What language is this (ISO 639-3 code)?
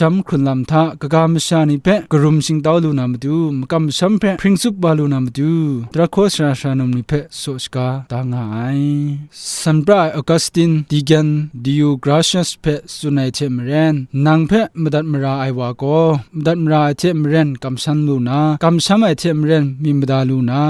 kac